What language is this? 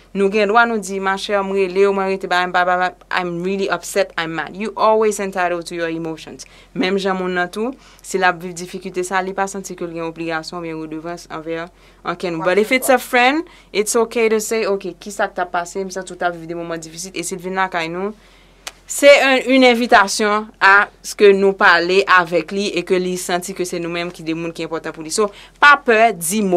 Haitian Creole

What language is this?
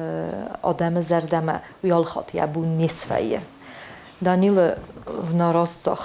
Ossetic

